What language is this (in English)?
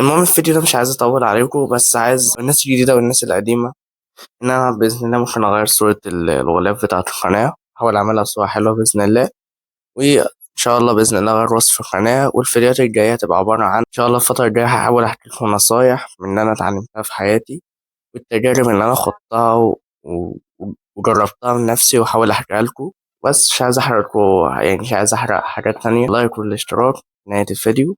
Egyptian Arabic